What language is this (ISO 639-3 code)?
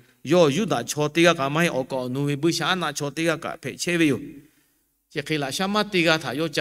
lhu